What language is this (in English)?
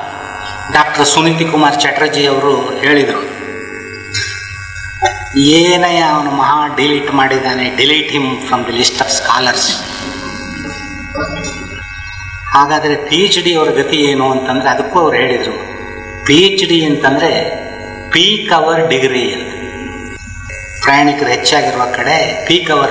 Kannada